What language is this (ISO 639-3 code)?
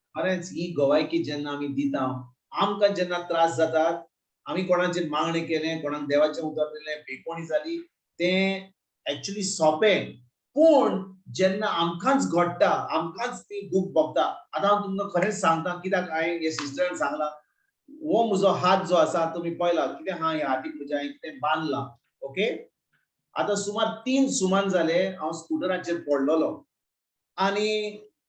kok